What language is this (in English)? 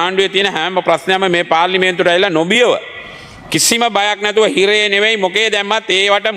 Sinhala